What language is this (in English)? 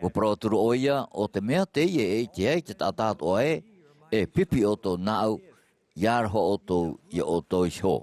Tahitian